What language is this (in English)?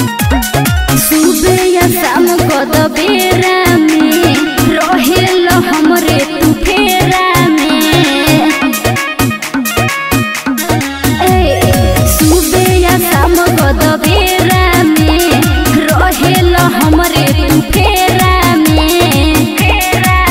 Bhojpuri